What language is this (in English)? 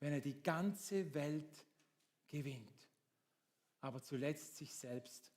Swiss German